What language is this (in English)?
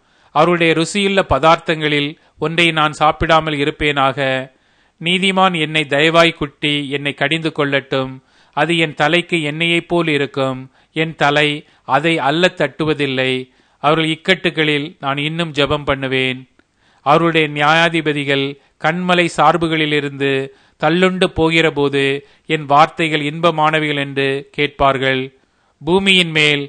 Tamil